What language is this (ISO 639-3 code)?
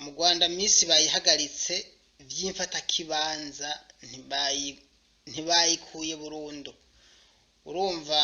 run